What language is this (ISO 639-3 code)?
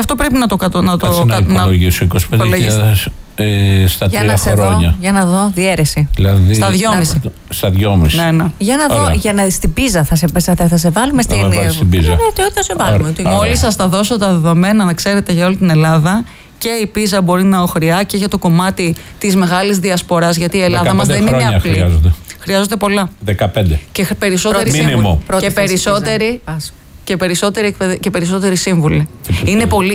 ell